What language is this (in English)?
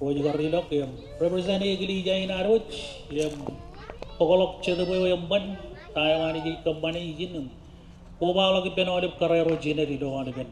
Marshallese